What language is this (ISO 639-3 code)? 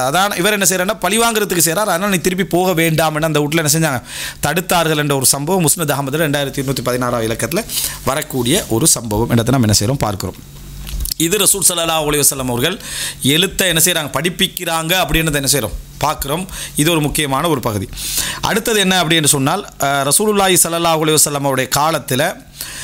tam